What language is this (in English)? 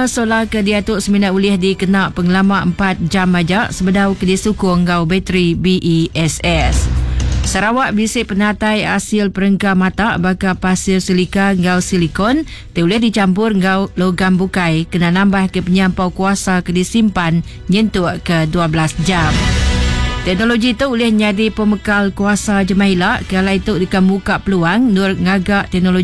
Iban